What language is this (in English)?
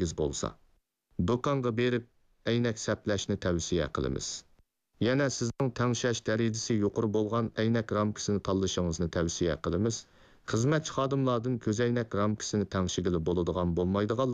Uyghur